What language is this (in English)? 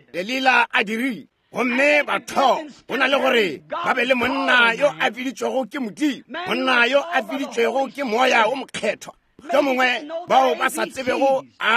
Northern Sotho